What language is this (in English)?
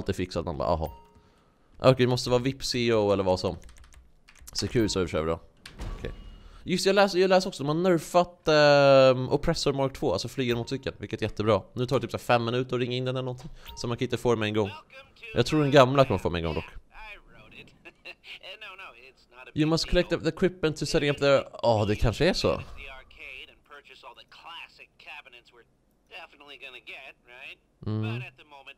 Swedish